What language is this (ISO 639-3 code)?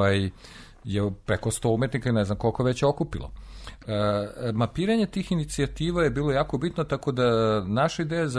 srp